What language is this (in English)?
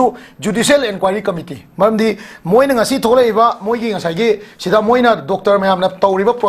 Manipuri